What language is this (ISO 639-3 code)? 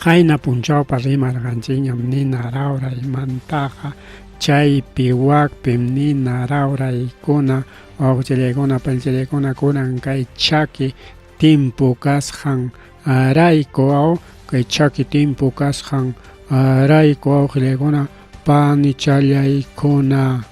quy